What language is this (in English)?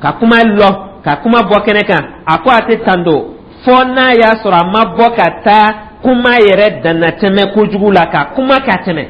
Dyula